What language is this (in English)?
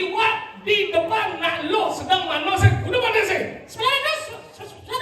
Balinese